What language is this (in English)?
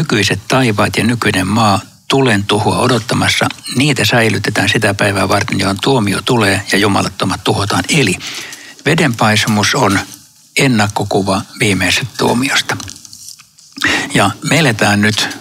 Finnish